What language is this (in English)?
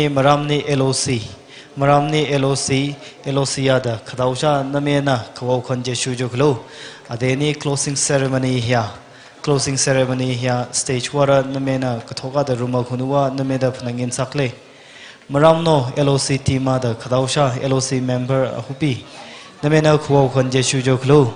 Tangkhul Naga (India)